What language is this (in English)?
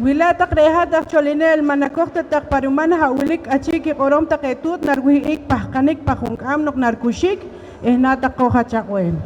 Poqomchi'